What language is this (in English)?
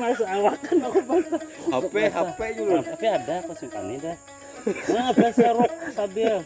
Banjar